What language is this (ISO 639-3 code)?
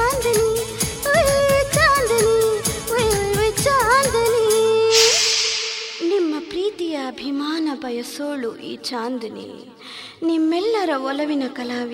kan